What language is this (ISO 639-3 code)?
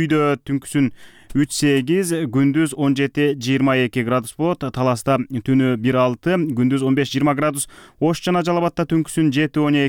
kir